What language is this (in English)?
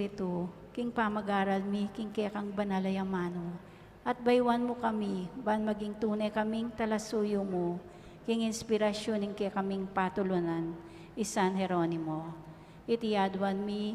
Pampanga